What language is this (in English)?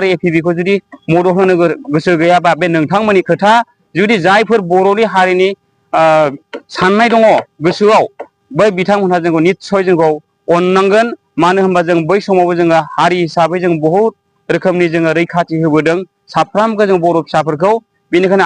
Bodo